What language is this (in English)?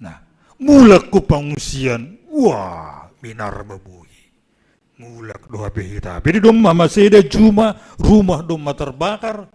Batak Simalungun